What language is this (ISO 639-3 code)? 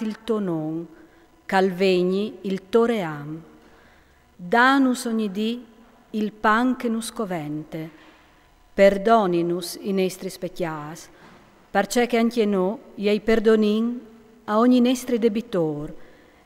fur